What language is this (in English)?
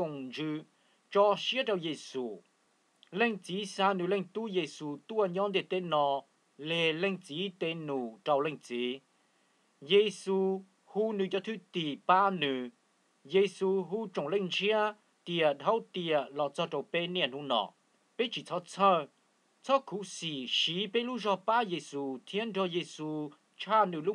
Hmong